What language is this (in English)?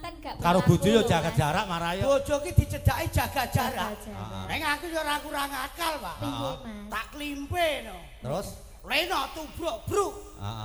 Javanese